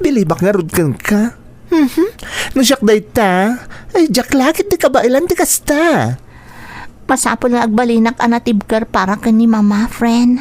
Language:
Iloko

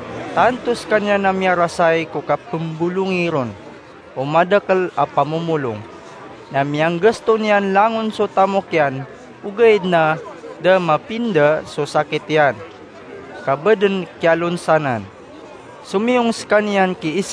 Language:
Maranao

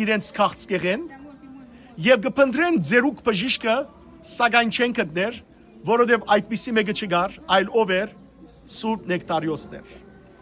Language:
Western Armenian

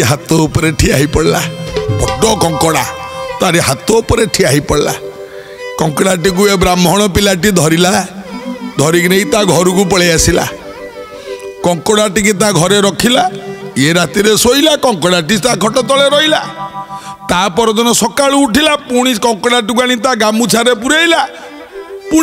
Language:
Odia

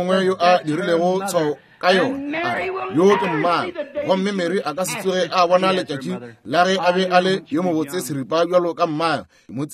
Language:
Northern Sotho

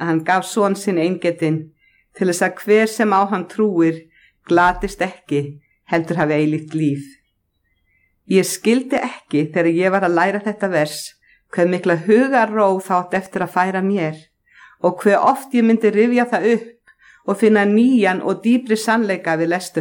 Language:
Icelandic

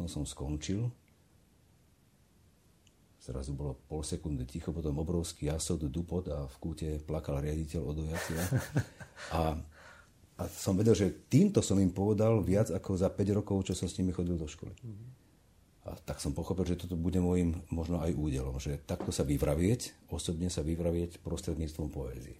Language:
Slovak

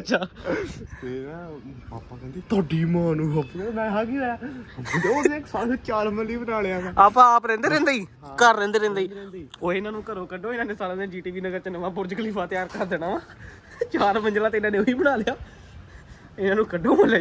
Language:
Punjabi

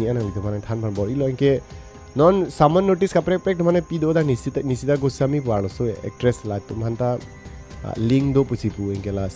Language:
Karbi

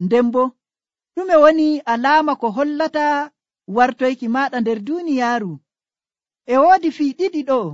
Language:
Nigerian Fulfulde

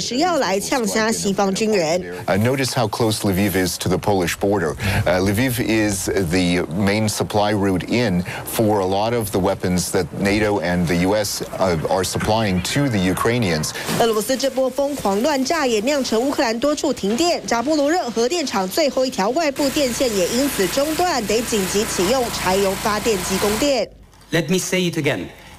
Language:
Chinese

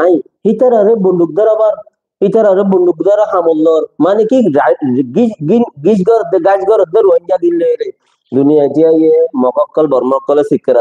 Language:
Rohingya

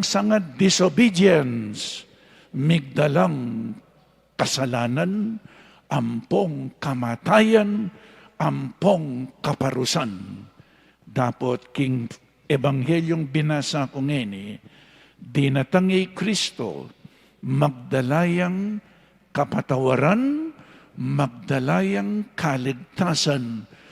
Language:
Pampanga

